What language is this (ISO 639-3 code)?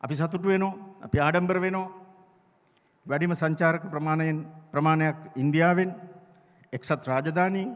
sin